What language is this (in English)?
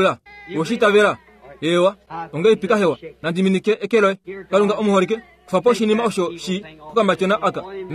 Kuanyama